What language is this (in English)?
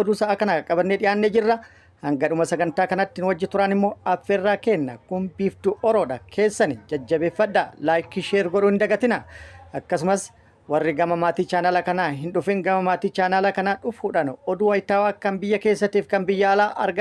Oromo